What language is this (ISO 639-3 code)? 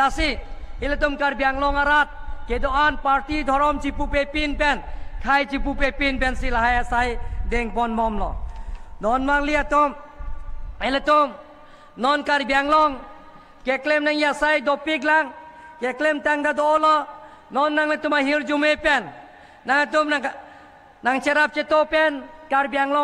mjw